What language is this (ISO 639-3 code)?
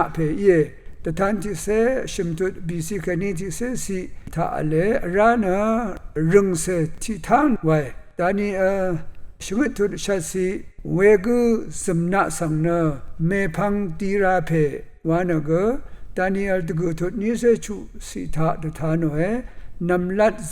raw